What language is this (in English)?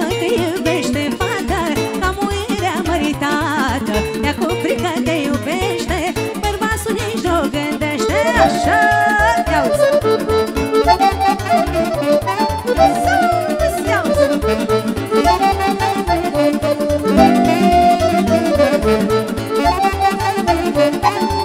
Romanian